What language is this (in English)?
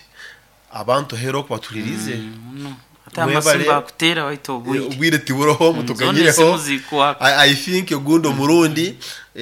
Nyoro